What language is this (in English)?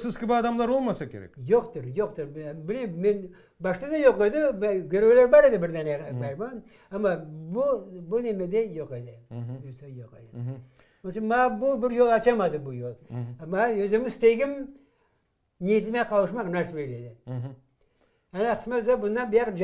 Crimean Tatar